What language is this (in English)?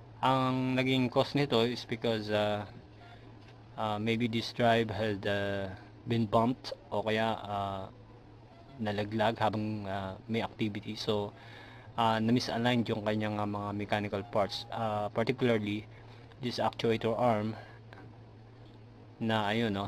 Filipino